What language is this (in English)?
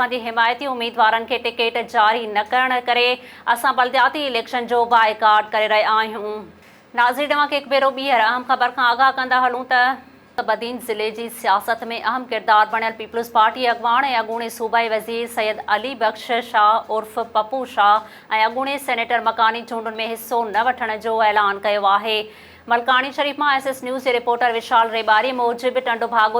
Sindhi